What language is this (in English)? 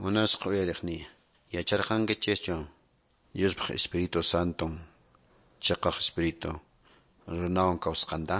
Quechua